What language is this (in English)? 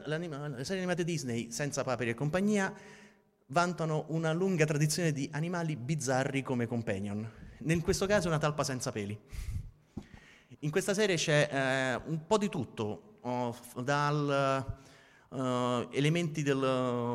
Italian